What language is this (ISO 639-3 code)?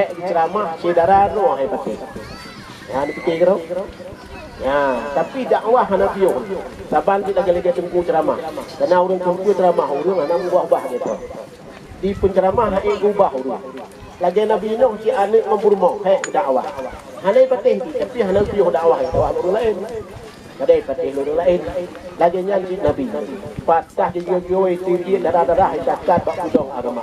ace